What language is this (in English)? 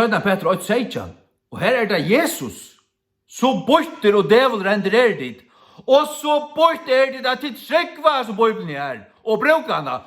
Faroese